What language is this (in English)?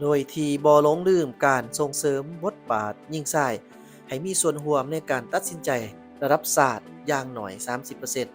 Lao